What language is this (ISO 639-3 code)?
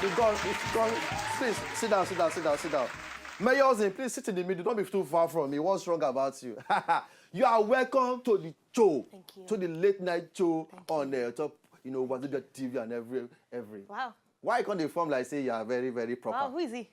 pcm